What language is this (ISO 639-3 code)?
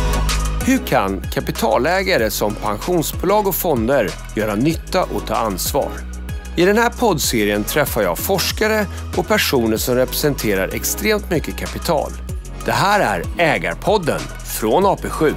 swe